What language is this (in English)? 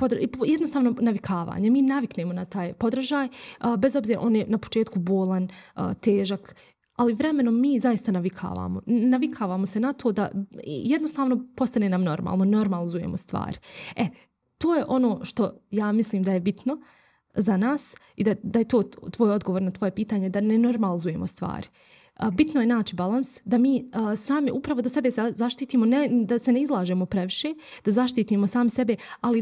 Bosnian